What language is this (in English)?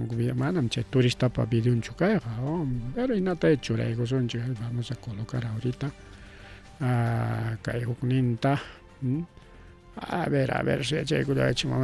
Ayacucho Quechua